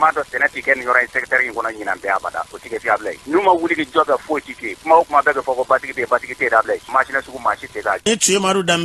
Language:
Bambara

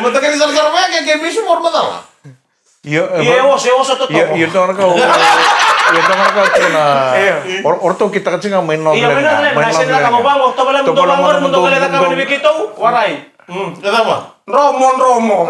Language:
Fijian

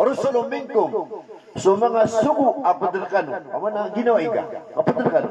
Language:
Maranao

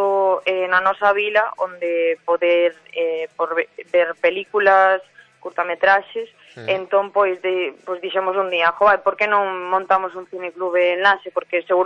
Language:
Galician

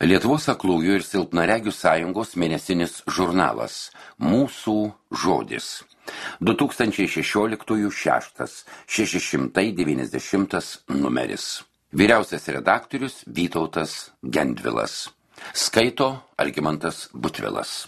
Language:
Lithuanian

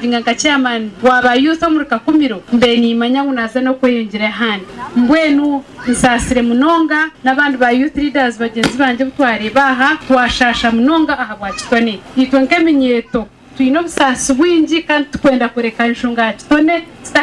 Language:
Nyankole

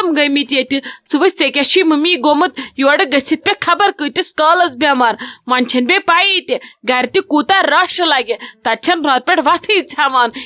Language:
Kashmiri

